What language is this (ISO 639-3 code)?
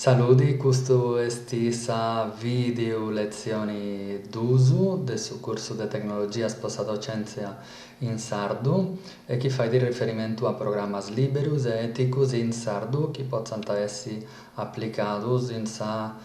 srd